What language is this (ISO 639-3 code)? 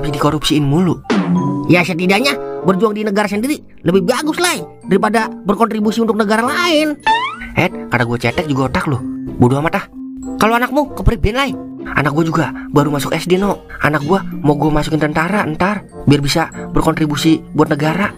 bew